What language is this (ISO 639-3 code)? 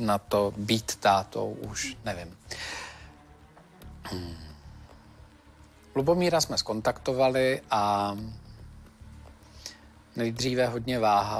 ces